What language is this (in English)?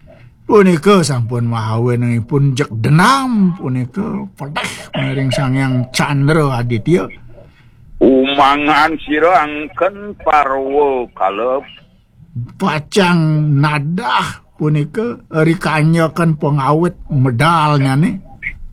Balinese